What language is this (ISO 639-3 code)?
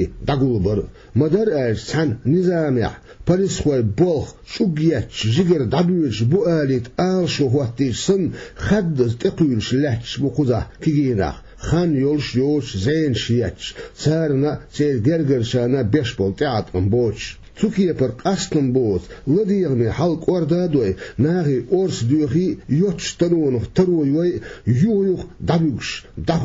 che